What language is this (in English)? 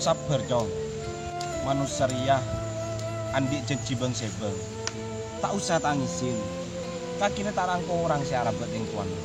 Madurese